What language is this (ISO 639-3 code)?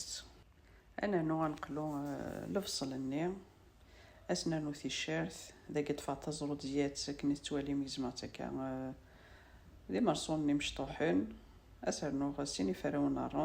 kab